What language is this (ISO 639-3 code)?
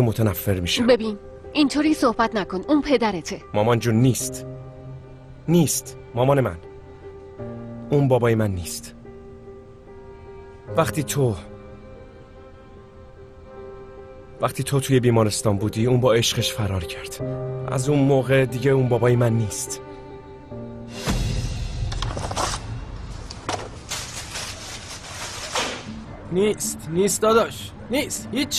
fas